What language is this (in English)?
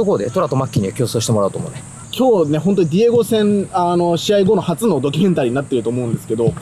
Japanese